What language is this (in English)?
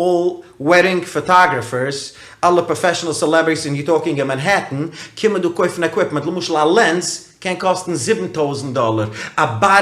Yiddish